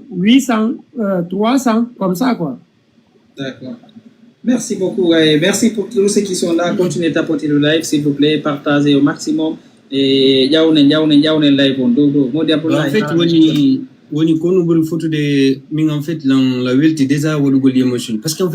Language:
Fula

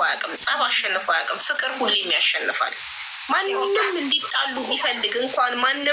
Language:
Amharic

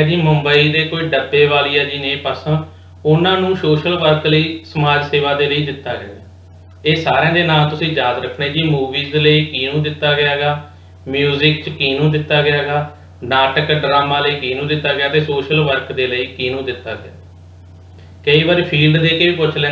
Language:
Punjabi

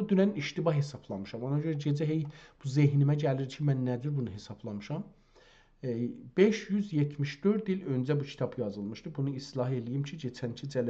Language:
South Azerbaijani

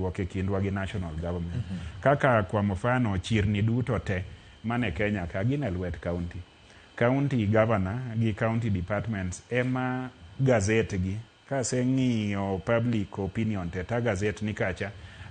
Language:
Luo (Kenya and Tanzania)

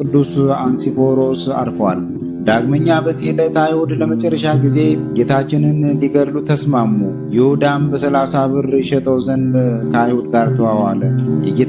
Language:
Amharic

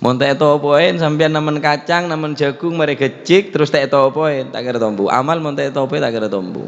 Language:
Madurese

